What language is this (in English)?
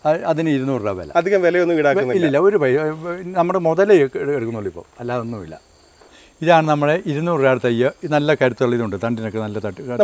Malayalam